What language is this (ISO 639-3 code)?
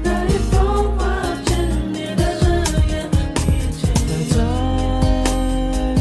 zho